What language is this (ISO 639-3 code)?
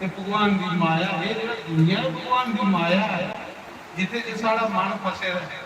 doi